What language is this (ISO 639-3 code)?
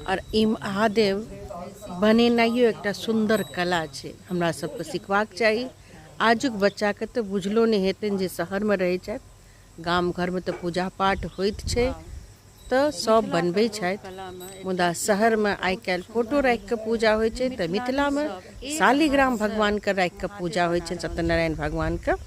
mai